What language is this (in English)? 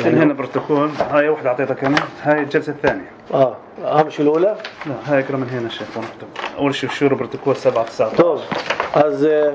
North Levantine Arabic